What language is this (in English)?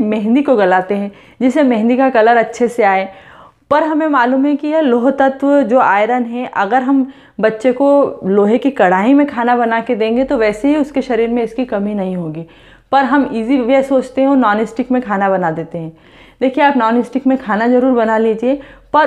Hindi